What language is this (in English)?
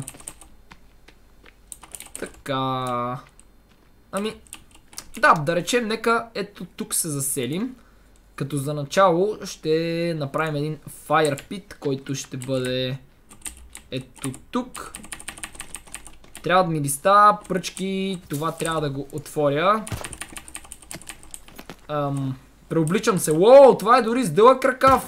Bulgarian